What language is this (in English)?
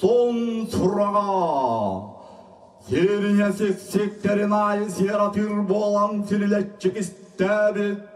Yakut